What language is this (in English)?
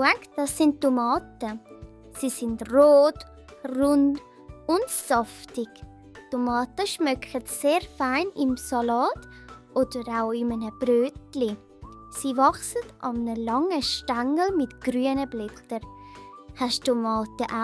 Swiss German